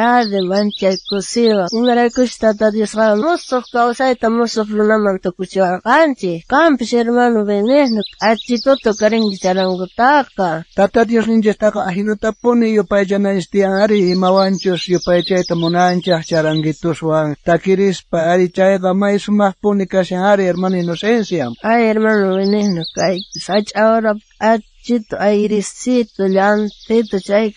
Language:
South Bolivian Quechua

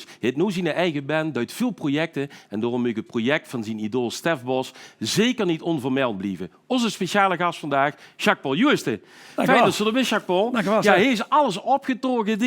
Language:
Limburgish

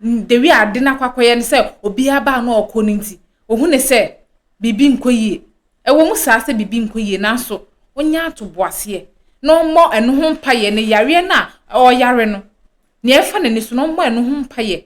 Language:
Akan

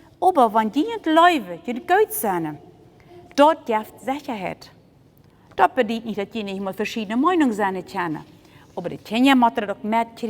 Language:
Plautdietsch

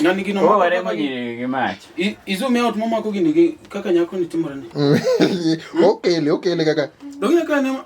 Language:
Luo (Kenya and Tanzania)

